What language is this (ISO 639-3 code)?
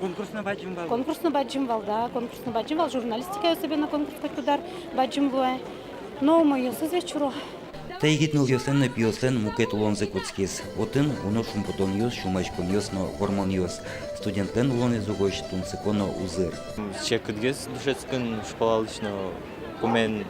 udm